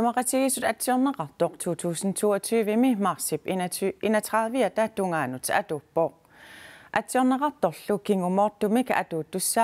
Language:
Kalaallisut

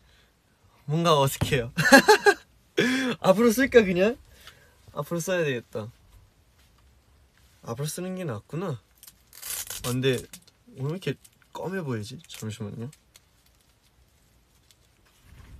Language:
Korean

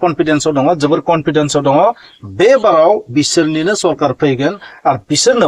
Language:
Bodo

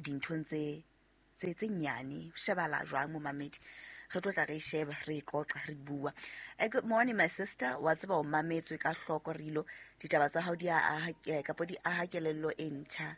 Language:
Southern Sotho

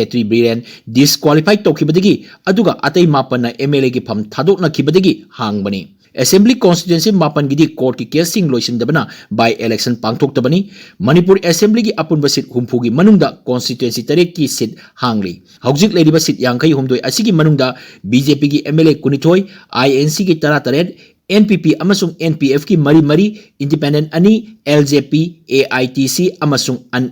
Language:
Manipuri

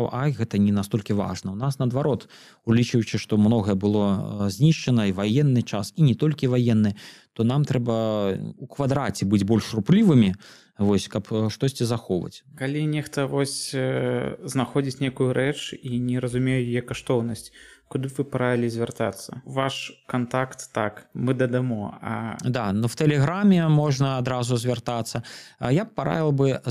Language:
Belarusian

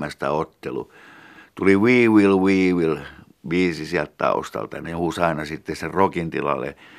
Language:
Finnish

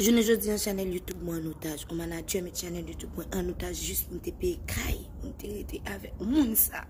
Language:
Haitian Creole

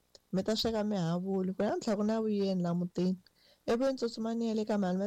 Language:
Tsonga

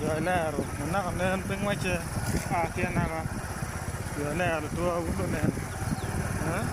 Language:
Acoli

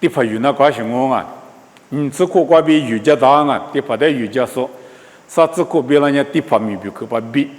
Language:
Lisu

